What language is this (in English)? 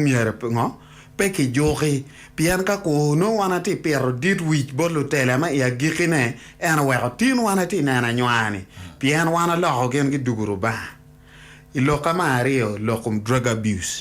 Acoli